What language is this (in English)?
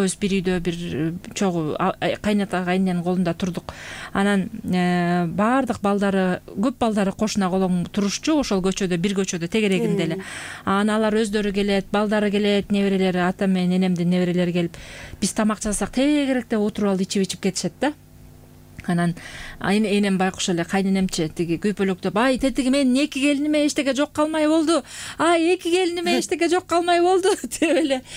Kyrgyz